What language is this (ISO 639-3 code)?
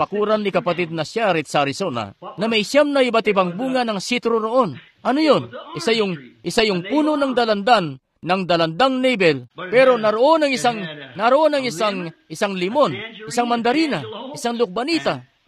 fil